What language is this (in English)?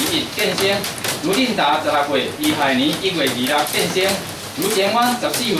Chinese